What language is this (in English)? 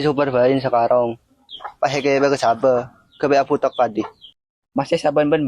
Madurese